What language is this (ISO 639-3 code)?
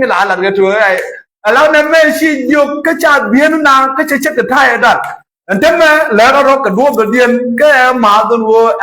nus